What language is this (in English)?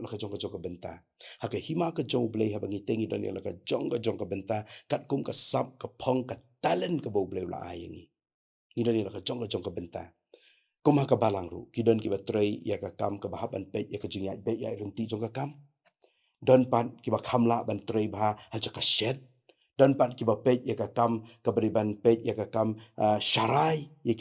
Khasi